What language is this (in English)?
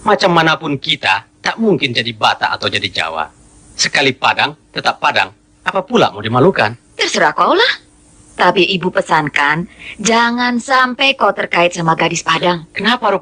Minangkabau